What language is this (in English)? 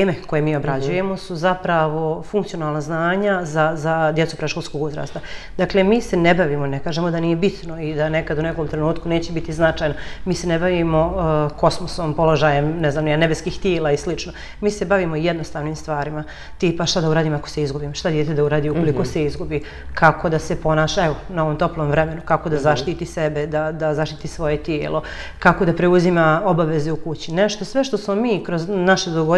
Bosnian